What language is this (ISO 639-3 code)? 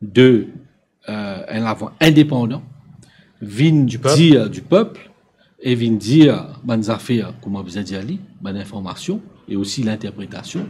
mfe